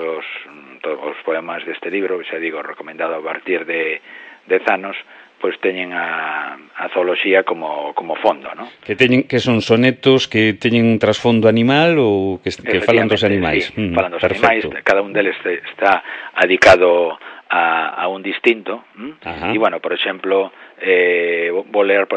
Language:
Galician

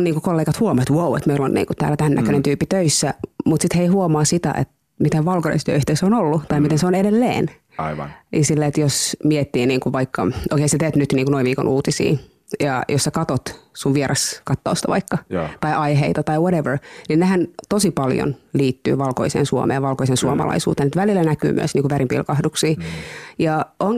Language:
Finnish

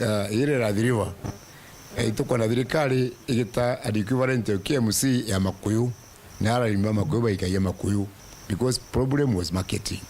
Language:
Meru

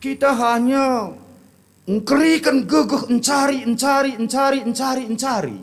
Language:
Batak Karo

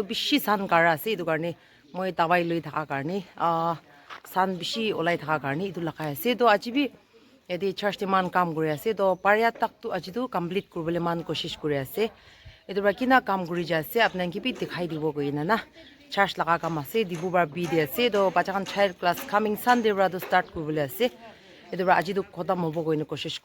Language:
Naga Pidgin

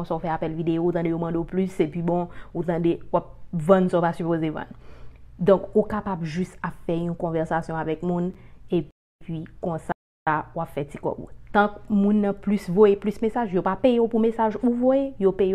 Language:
Haitian Creole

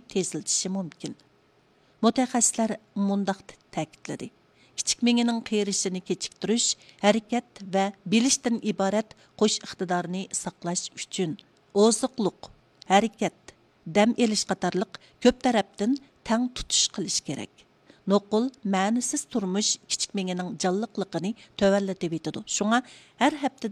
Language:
Uyghur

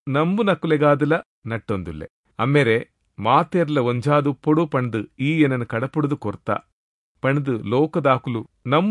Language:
Tulu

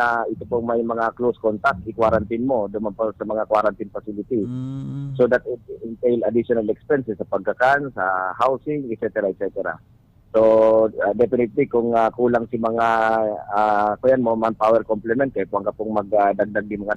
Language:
Bikol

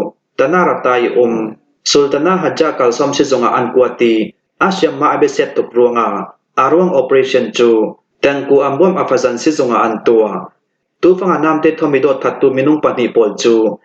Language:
Hakha Chin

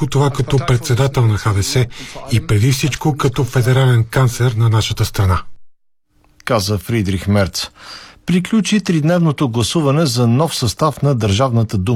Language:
Bulgarian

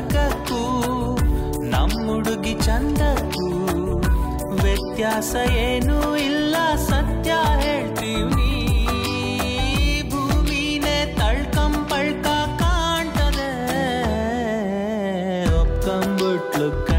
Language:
Kannada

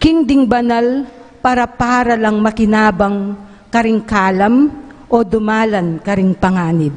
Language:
Pampanga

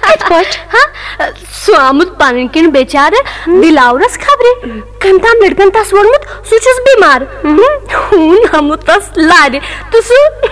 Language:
Kashmiri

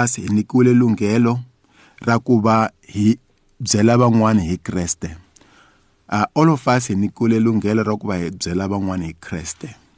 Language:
Tsonga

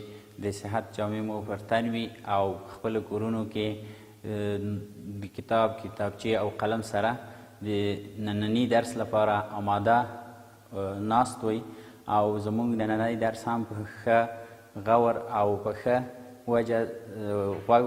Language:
Pashto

